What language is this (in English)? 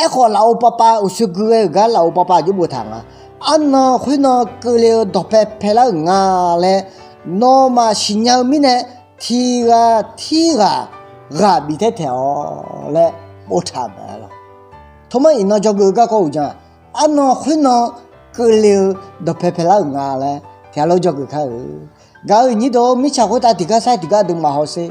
Akha